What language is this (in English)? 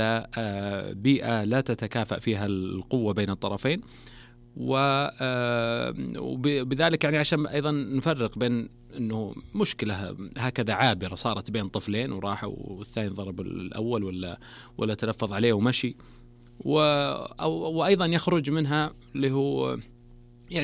Najdi Arabic